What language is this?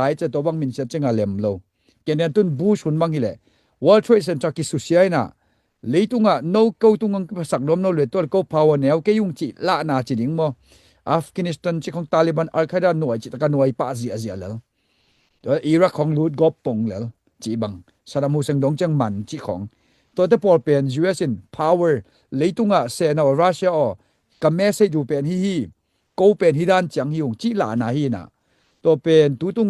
Tedim Chin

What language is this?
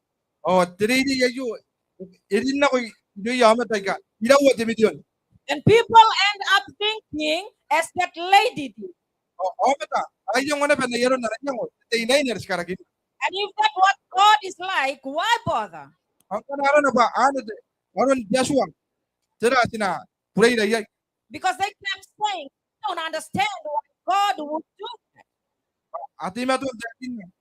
Gilbertese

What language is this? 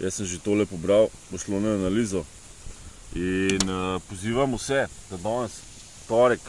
Slovenian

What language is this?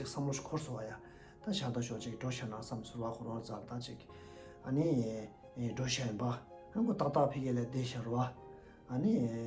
Tibetan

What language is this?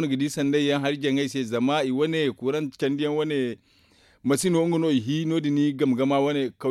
Zarma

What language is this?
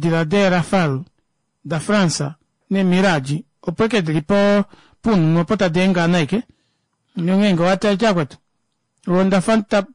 Kuanyama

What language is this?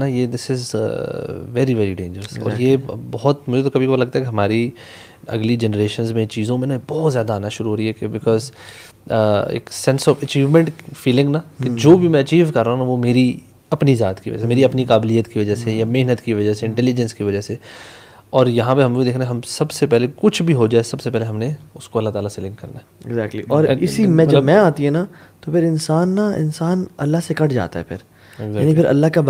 Urdu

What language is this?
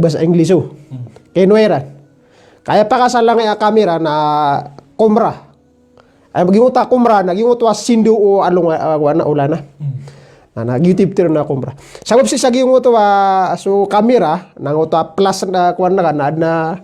Maranao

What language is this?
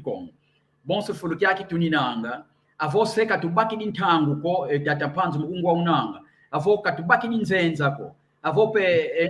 San Salvador Kongo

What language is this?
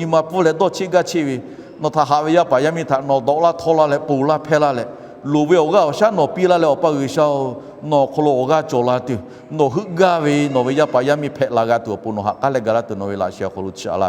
Lahu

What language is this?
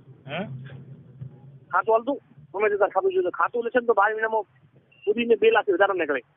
Gujarati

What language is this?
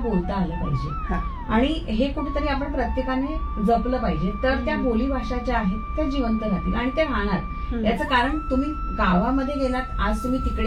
Marathi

